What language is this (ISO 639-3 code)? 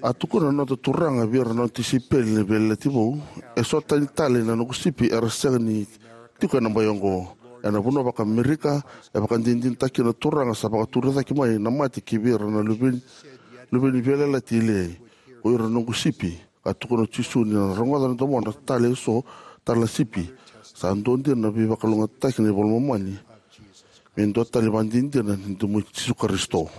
fij